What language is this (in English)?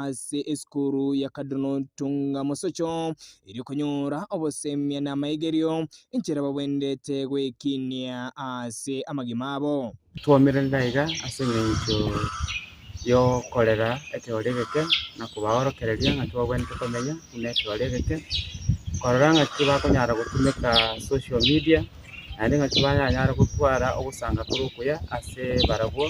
Gusii